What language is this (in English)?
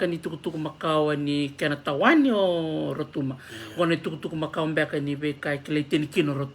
Fijian